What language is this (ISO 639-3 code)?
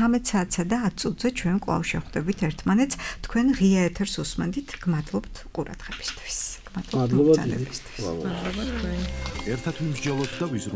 kat